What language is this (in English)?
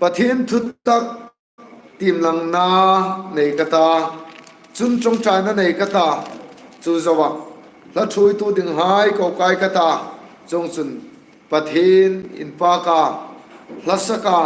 Hmar